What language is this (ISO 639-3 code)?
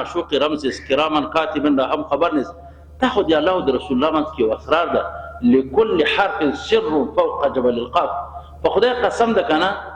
pus